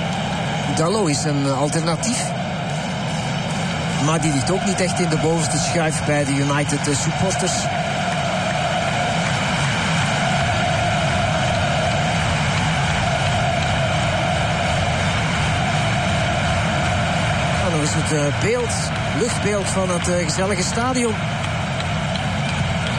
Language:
Dutch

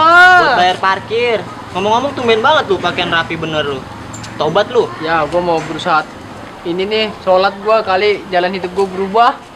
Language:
Betawi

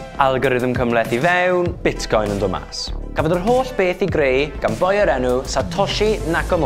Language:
Welsh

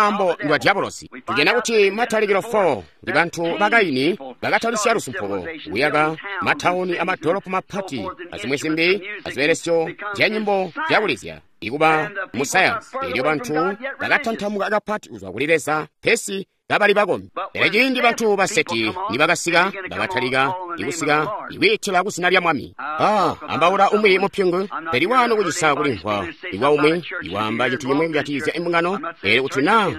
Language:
Tonga (Zambia)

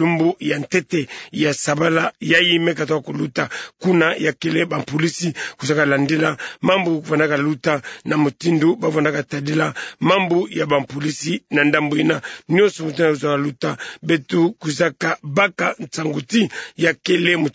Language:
Kituba (Democratic Republic of Congo)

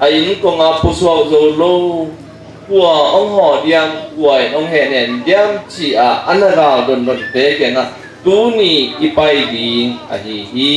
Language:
Tedim Chin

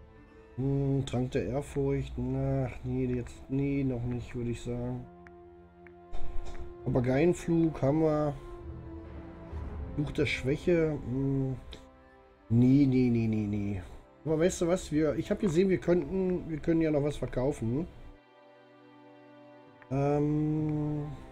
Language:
German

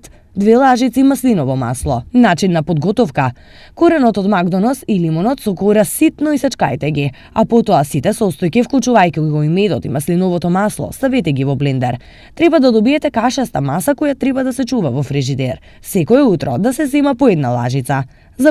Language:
Macedonian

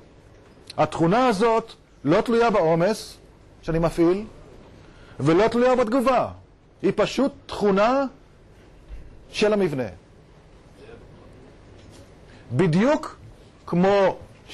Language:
Hebrew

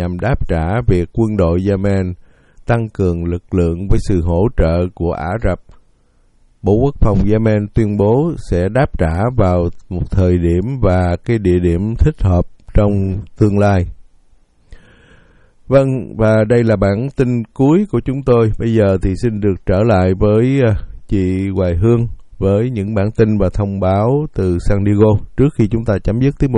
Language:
Vietnamese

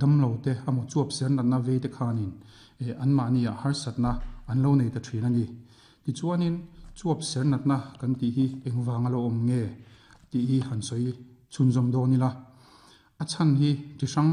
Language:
Mizo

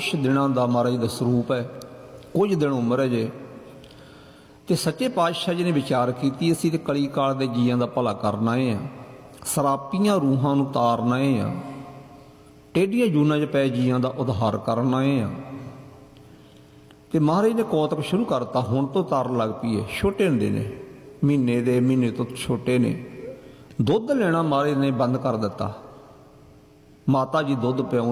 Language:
Punjabi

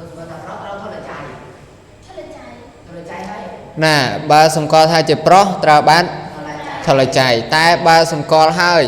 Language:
Khmer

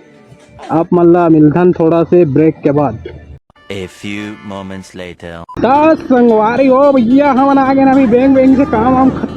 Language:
Chhattisgarhi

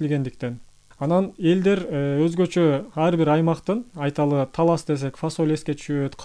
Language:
Kyrgyz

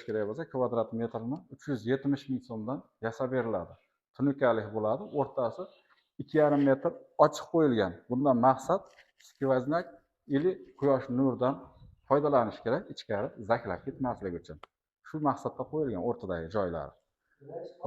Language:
Uzbek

